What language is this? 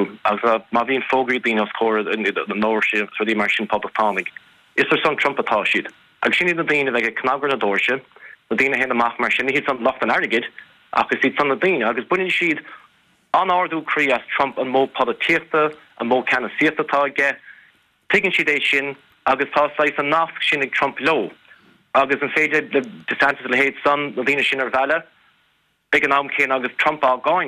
Irish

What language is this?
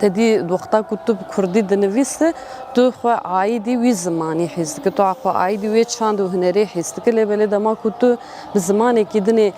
Kurdish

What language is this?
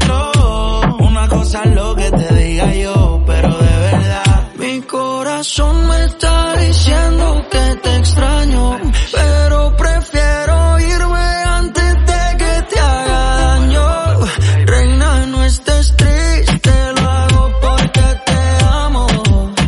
Spanish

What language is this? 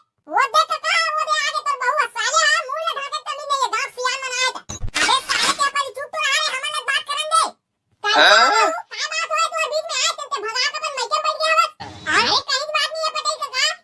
Chhattisgarhi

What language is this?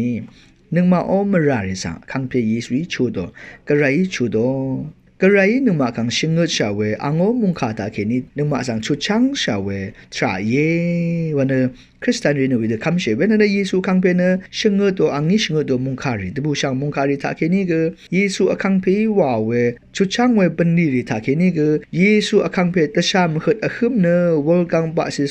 Rawang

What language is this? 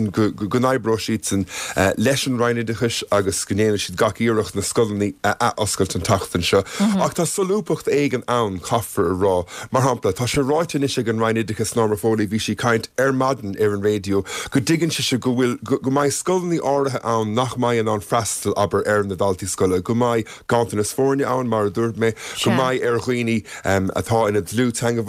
Irish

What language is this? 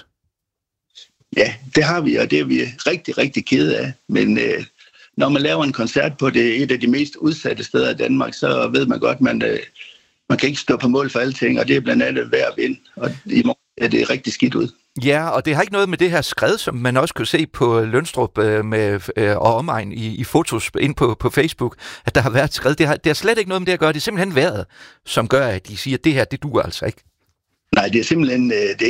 Danish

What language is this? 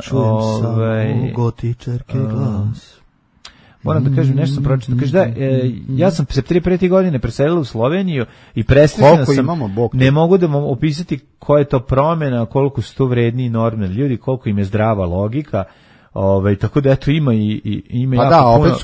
Serbian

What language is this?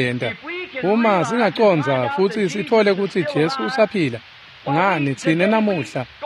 Swati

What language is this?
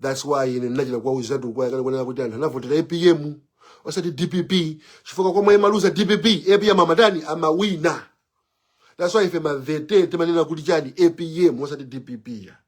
Nyanja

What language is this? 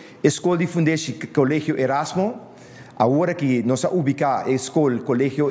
Papiamento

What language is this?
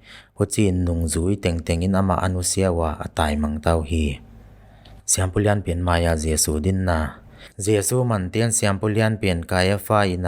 Paite Chin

